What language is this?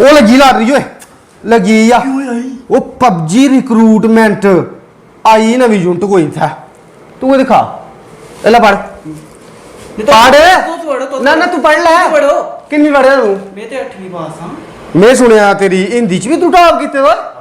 Dogri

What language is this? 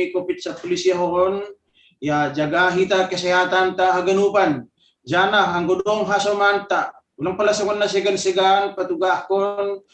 Batak Simalungun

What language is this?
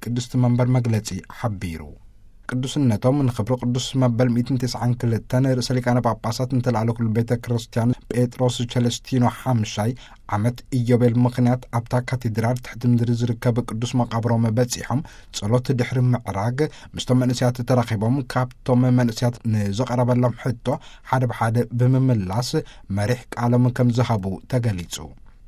Tigrinya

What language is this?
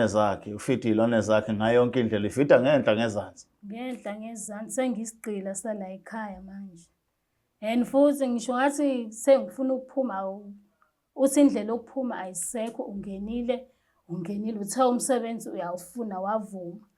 Zulu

